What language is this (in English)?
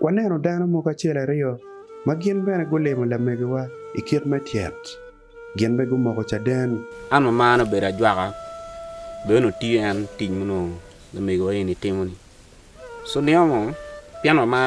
Acoli